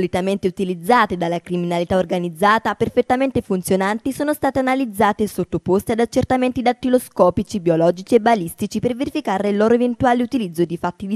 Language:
Italian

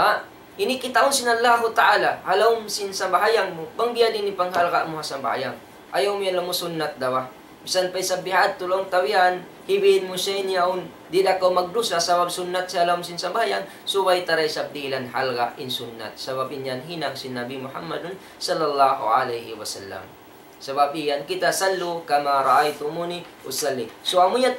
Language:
Tausug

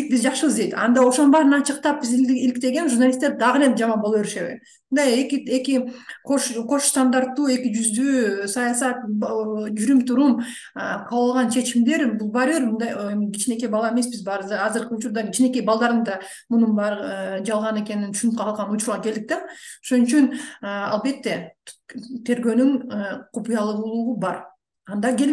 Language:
Kyrgyz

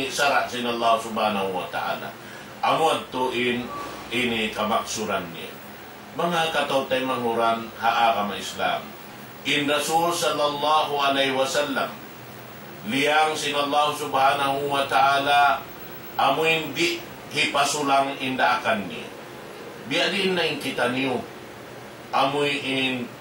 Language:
Tausug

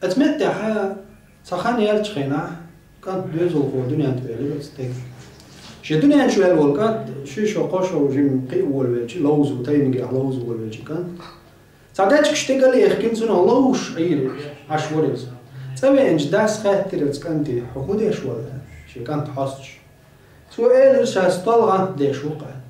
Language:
Chechen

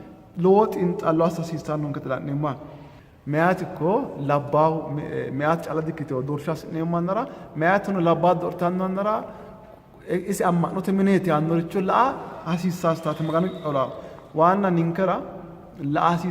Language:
Sidamo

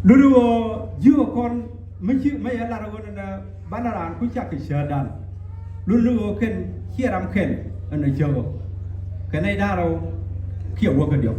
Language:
Nuer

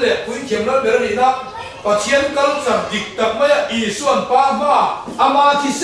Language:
Mizo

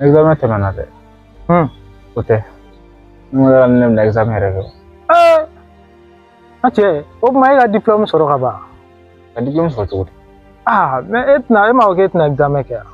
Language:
Bambara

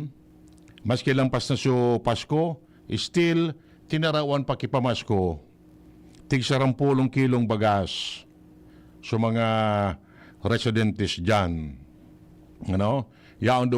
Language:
Bikol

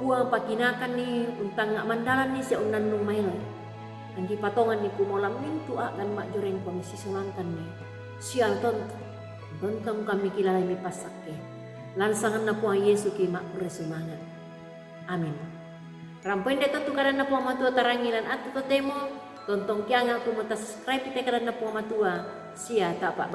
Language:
Toraja-Sa'dan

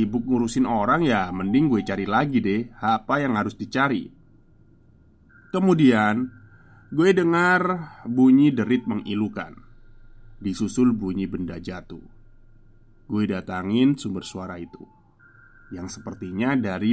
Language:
Indonesian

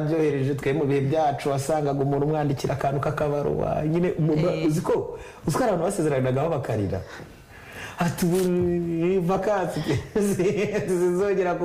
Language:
Kinyarwanda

